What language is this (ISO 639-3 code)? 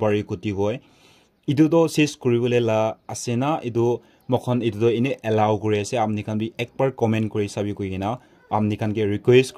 nag